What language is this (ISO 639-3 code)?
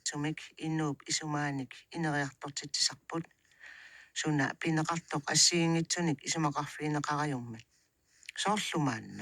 kal